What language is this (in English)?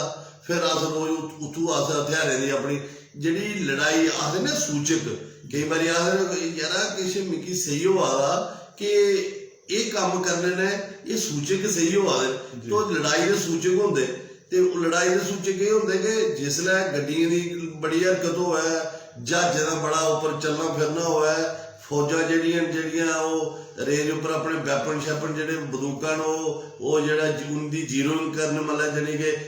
Dogri